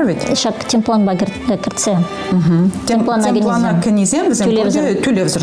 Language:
Chuvash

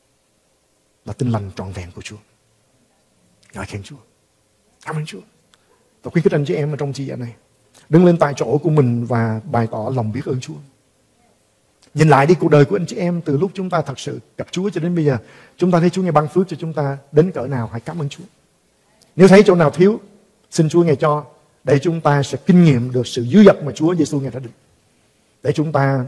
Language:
Vietnamese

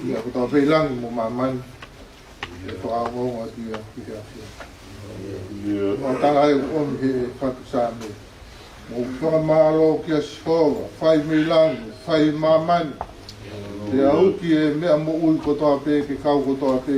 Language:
Tongan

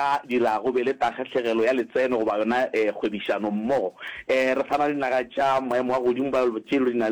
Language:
Northern Sotho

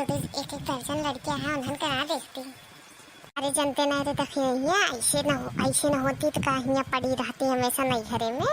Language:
Awadhi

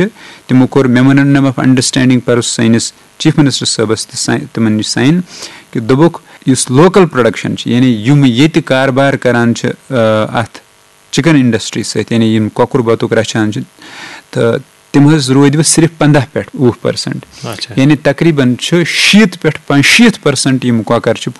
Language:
Kashmiri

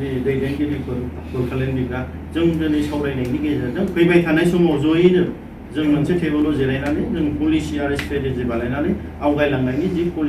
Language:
Bodo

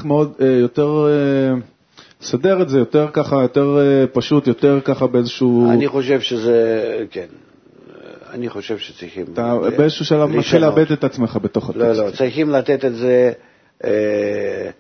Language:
Hebrew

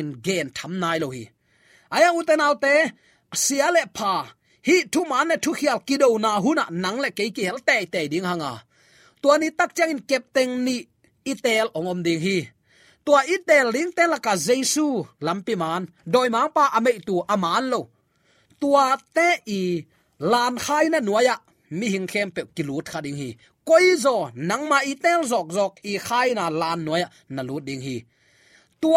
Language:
Tedim Chin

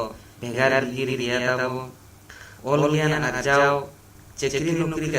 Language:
Santali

